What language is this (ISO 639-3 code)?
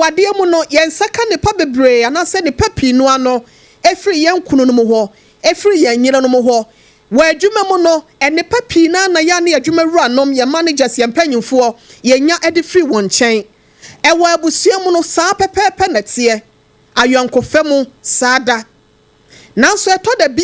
aka